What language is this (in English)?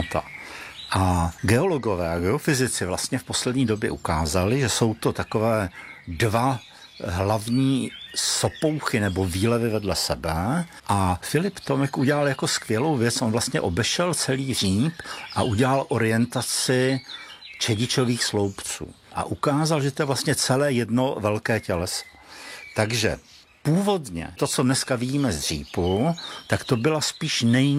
Czech